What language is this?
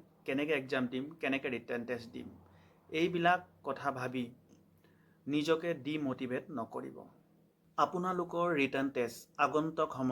Assamese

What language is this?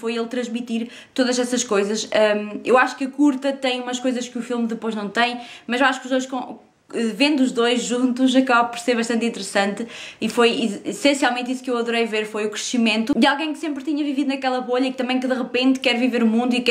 Portuguese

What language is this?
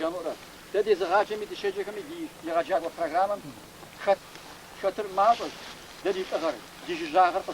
Kabardian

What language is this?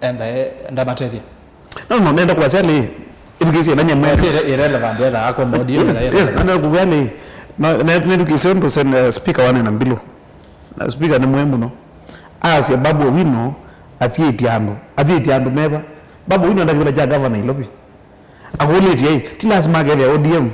Kamba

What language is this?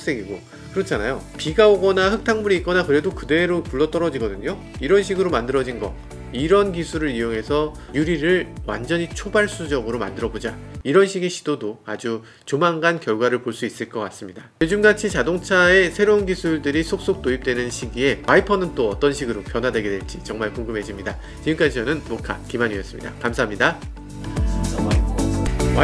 Korean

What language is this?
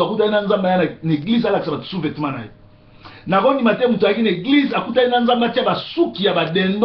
Lingala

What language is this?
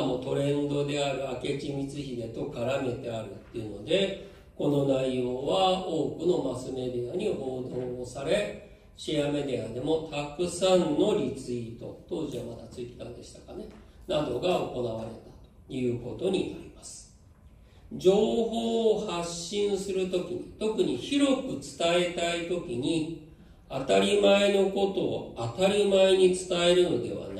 Japanese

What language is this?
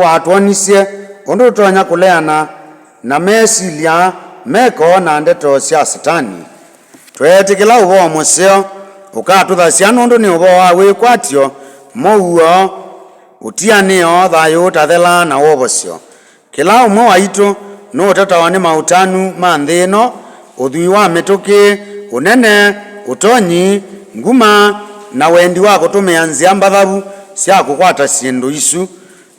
Kamba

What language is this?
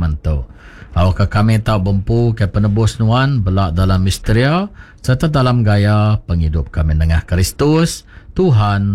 Iban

